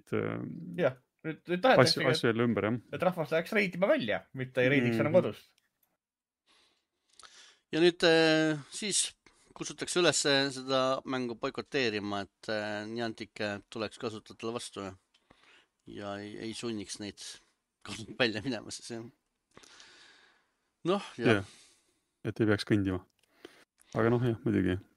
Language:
Estonian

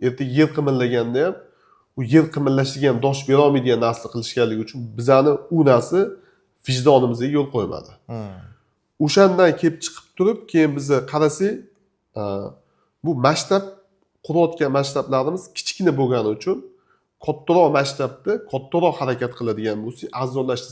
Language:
Uzbek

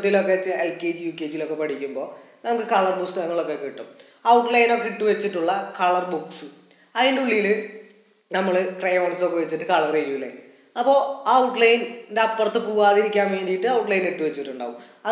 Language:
Malayalam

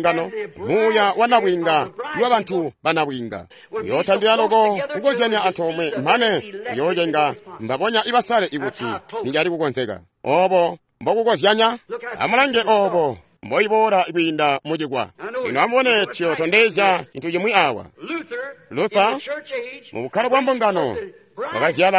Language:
Tonga (Zambia)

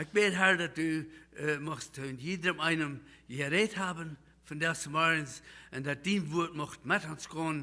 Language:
Plautdietsch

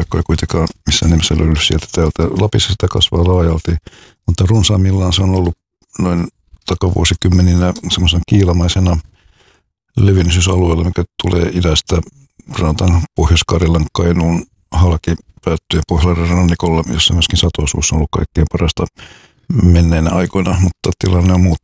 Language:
Finnish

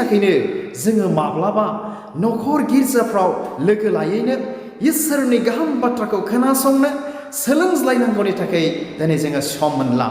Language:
Bodo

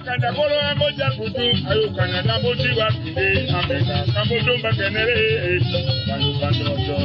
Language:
Tetela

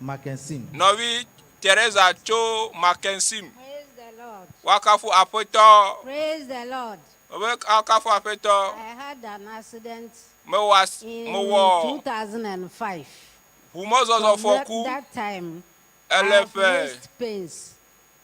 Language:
Ewe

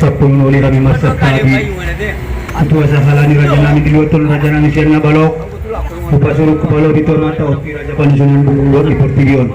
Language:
Batak Angkola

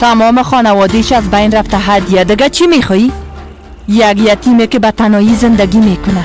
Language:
Persian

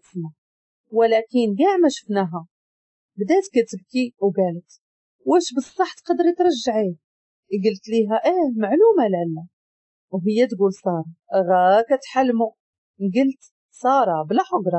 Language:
Moroccan Arabic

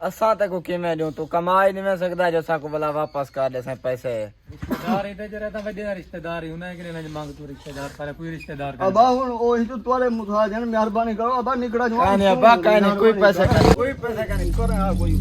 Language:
Saraiki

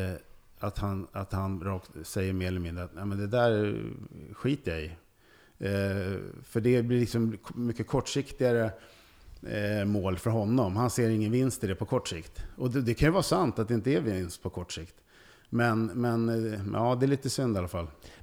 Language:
Swedish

